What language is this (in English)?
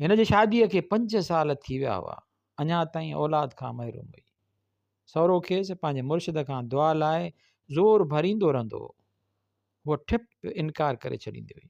Sindhi